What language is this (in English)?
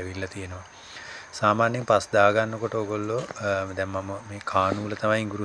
Sinhala